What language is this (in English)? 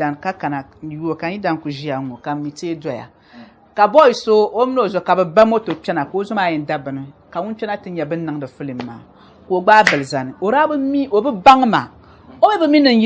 Dagbani